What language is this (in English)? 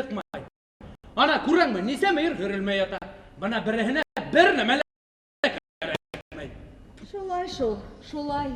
Bashkir